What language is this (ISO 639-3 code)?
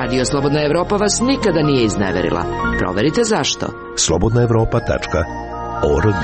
srp